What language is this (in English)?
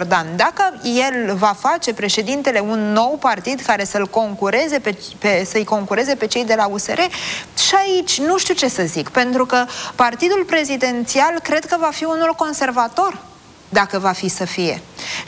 Romanian